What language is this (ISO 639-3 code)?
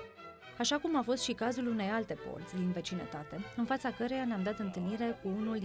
ron